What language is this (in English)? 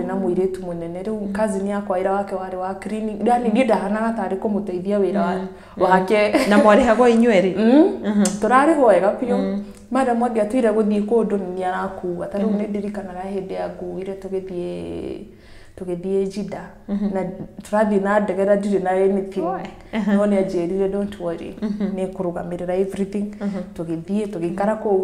Kikuyu